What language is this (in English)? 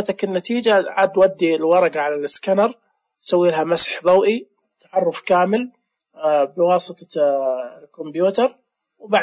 Najdi Arabic